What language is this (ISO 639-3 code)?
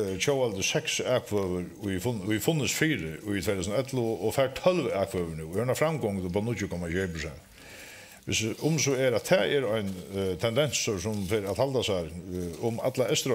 fao